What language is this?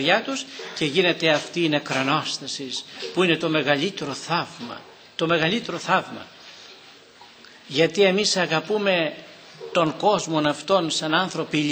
Greek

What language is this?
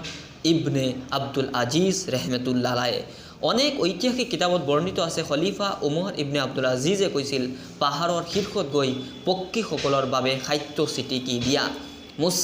Assamese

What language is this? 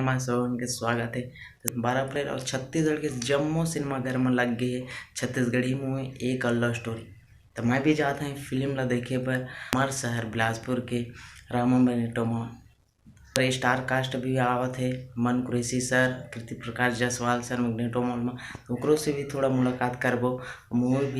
Chhattisgarhi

